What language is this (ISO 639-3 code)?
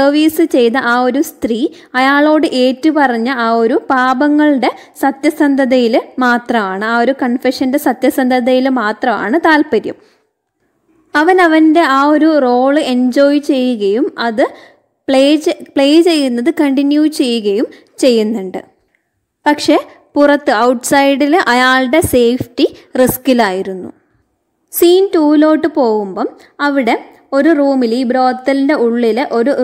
mal